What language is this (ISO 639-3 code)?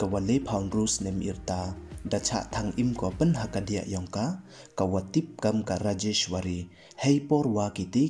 pbv